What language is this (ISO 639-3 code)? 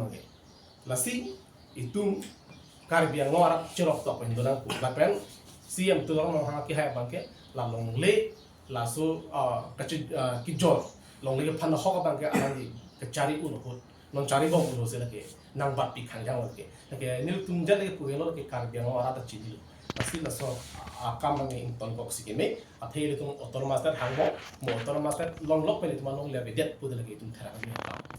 mjw